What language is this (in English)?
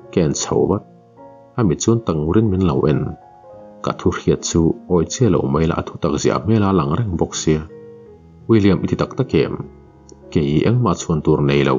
Mizo